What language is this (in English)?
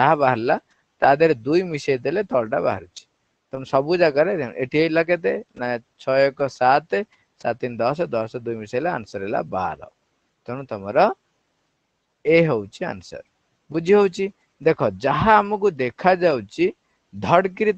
Odia